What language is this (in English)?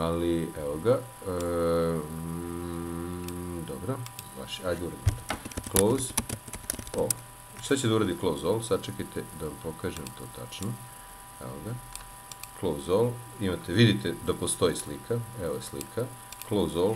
Serbian